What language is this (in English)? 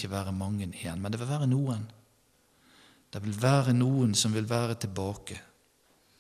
Norwegian